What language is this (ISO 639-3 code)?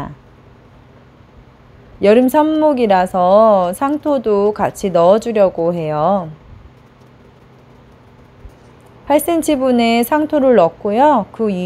kor